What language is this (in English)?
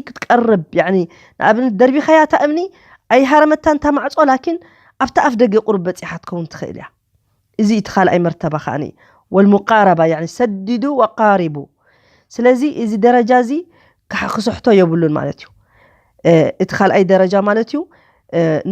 Tigrinya